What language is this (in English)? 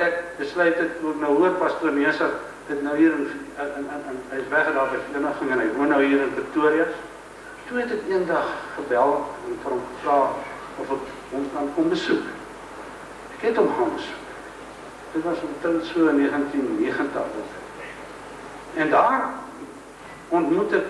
Afrikaans